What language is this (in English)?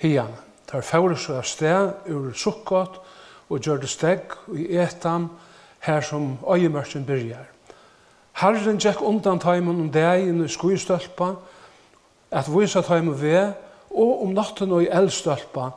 Faroese